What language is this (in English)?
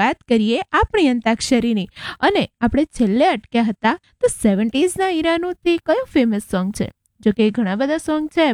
Gujarati